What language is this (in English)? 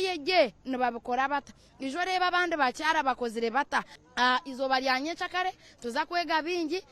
Nyankole